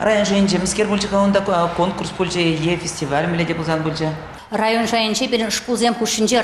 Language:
Chuvash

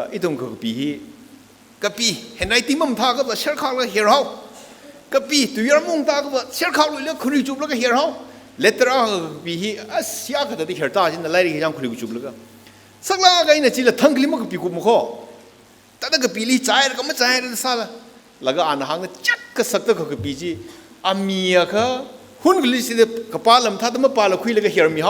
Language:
Tangkhul Naga (India)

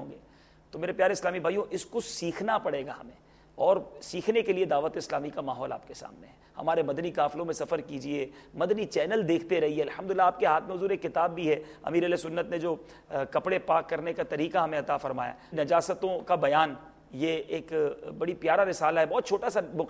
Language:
Urdu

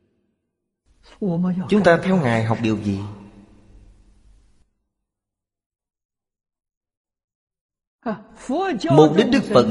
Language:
Vietnamese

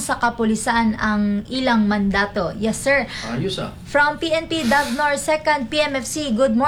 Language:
Cebuano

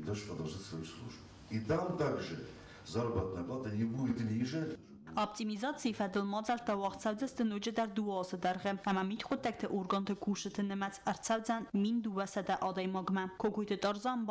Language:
Ossetic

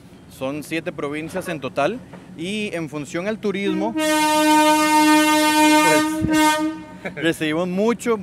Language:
Spanish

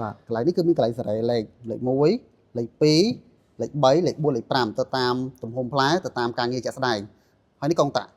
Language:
Khmer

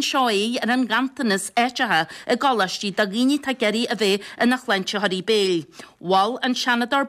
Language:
Irish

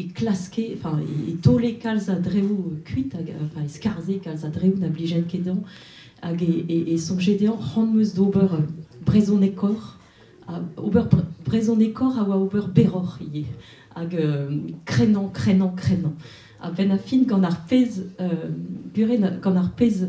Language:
Breton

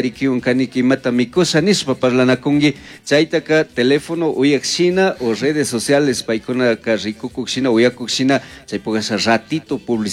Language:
Chimborazo Highland Quichua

